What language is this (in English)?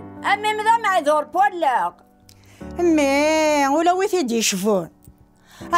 Kabyle